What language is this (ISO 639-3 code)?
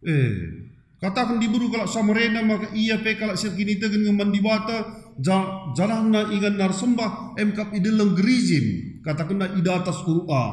btx